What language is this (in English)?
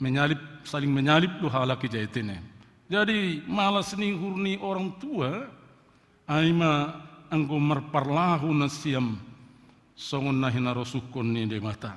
Batak Simalungun